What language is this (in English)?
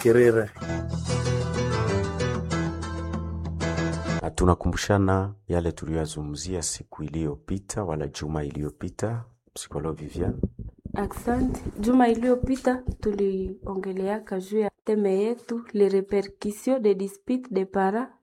Swahili